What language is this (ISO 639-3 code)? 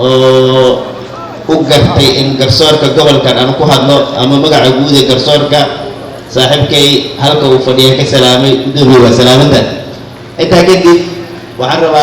som